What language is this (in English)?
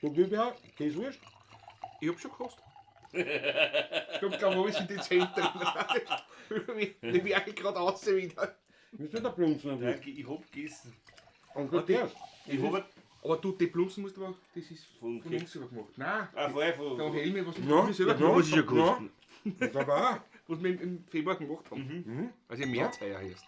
Bavarian